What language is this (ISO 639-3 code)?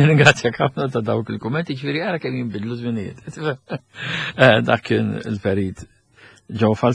mlt